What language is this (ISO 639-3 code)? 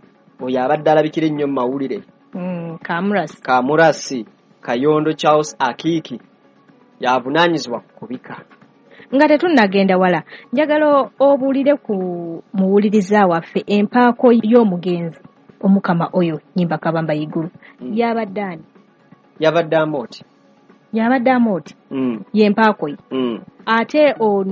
lug